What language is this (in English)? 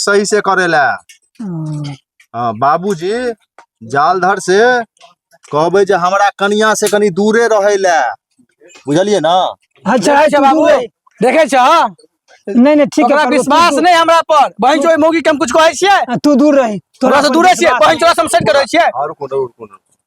Maithili